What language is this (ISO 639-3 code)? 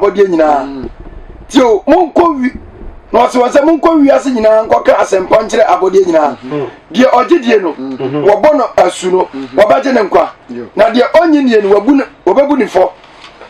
aka